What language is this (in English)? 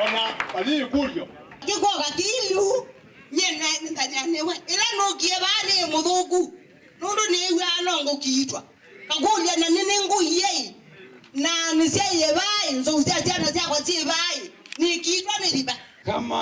Kamba